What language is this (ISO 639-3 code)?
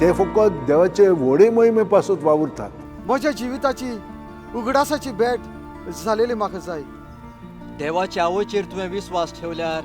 kok